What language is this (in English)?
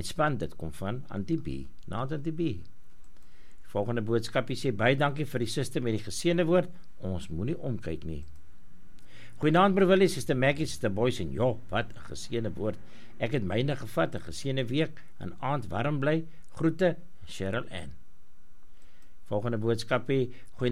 Afrikaans